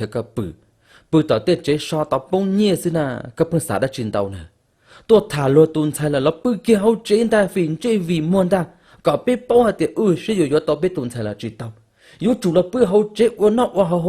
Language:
Hmong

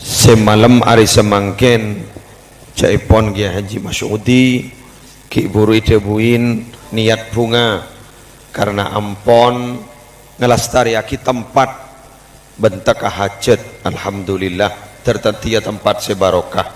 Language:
Madurese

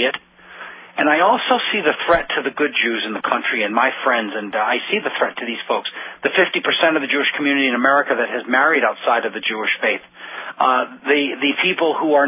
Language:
English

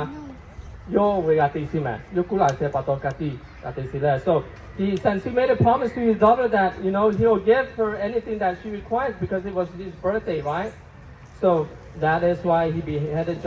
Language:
Lahu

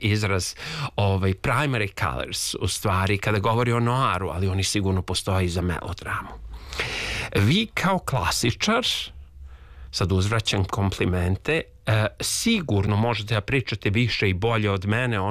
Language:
Serbian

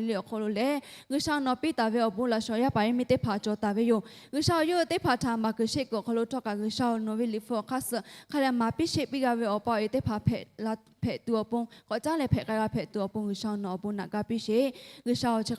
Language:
Lahu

